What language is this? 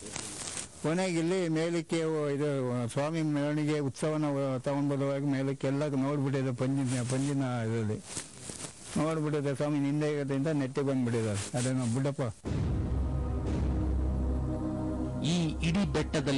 Kannada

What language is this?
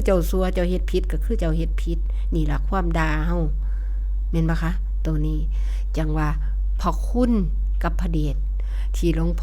Northeastern Thai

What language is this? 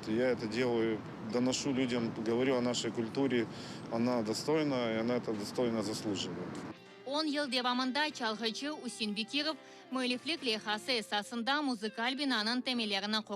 Crimean Tatar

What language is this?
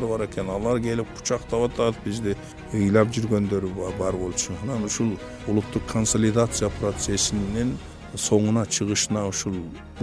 Kyrgyz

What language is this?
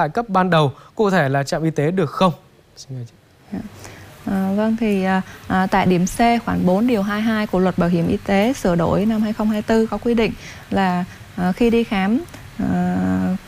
Vietnamese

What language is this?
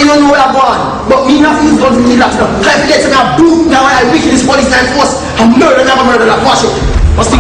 Jamaican Creole English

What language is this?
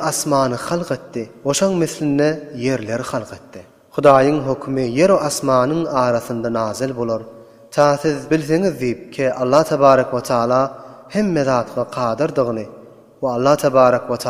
Turkmen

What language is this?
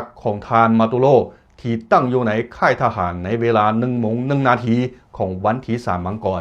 Lao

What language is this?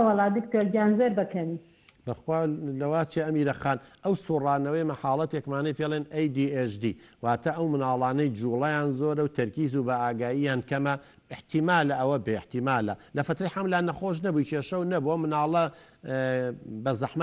Central Kurdish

